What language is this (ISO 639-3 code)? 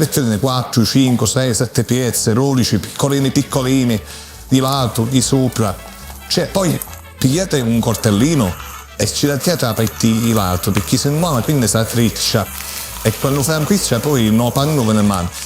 scn